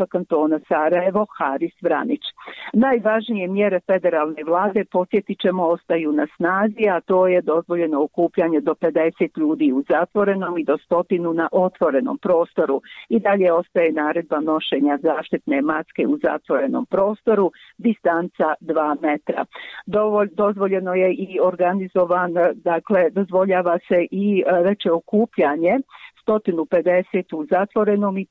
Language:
Bosnian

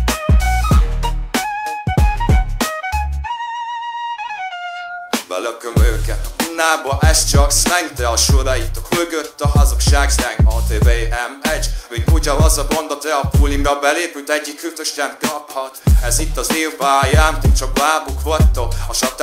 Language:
Hungarian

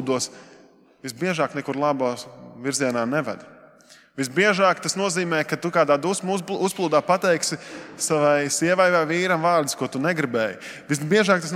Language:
Latvian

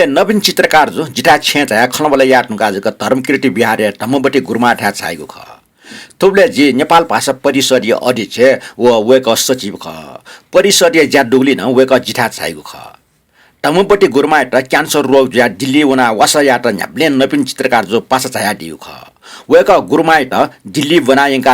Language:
Newari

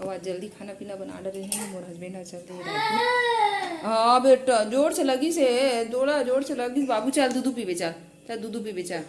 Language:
Chhattisgarhi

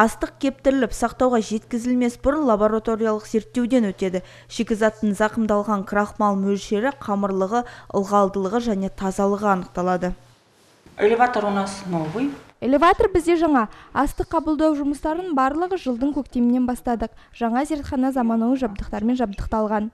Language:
Kazakh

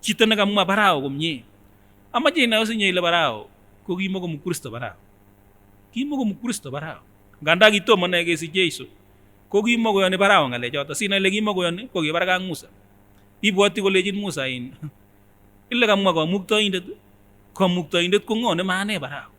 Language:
Kipsigis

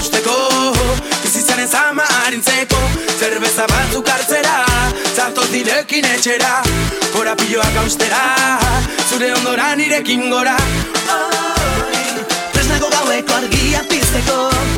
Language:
Basque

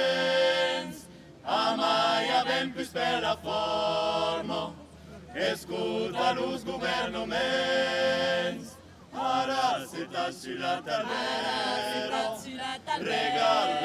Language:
Occitan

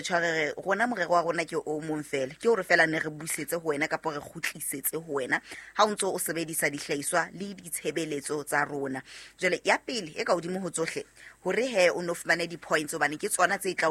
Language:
Southern Sotho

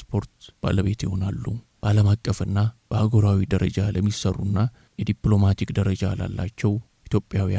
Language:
Amharic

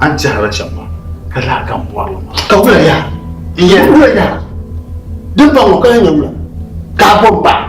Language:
Dagbani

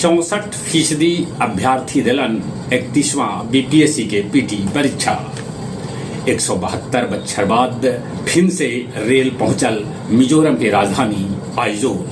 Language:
Magahi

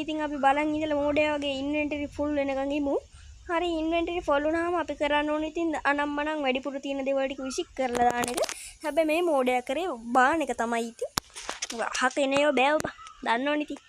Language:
Sinhala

